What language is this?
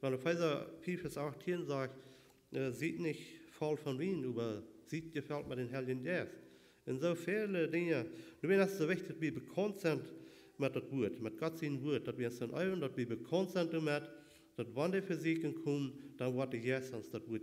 Plautdietsch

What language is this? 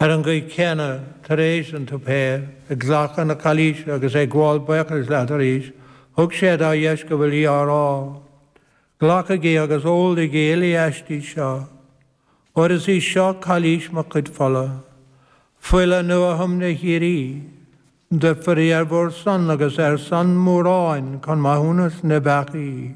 Irish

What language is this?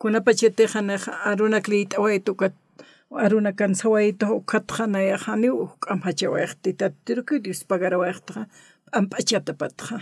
Aymara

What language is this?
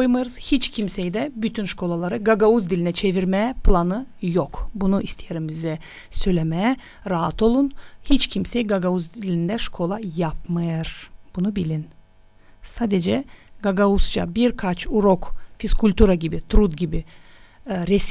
Gagauz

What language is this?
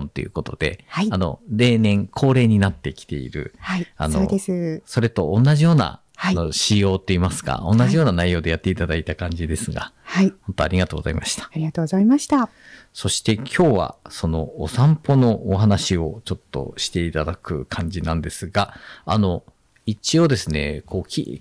Japanese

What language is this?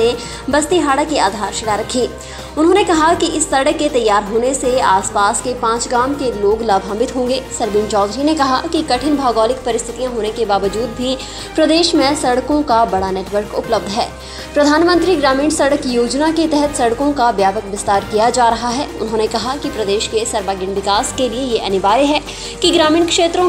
Hindi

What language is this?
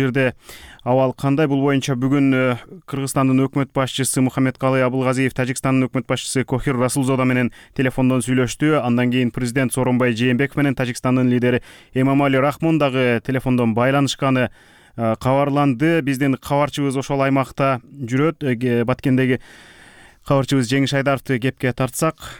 Kyrgyz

